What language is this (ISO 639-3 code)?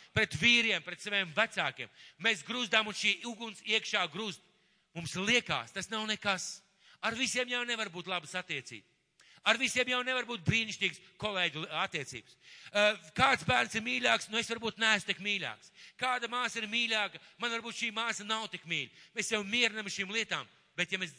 lav